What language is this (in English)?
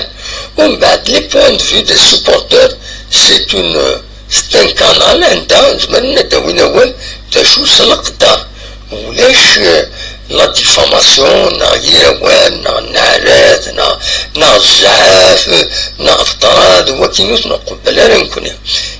Kabyle